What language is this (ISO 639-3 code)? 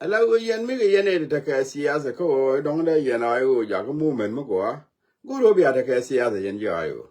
nus